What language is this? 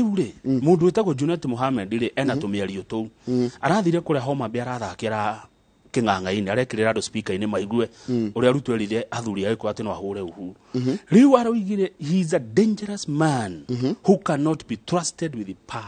Kikuyu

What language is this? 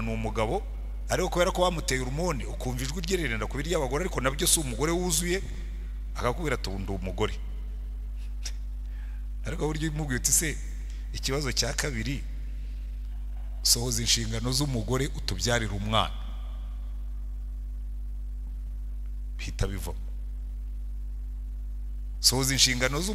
Kinyarwanda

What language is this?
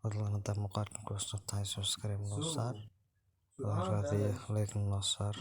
Somali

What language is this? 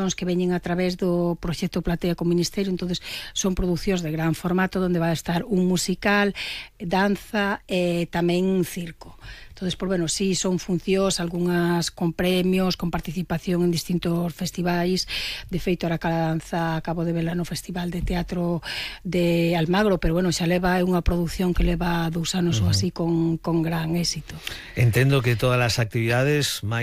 Galician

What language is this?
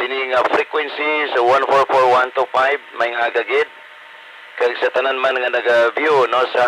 Hiligaynon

